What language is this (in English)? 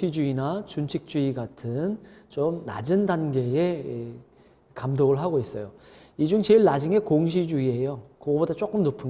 Korean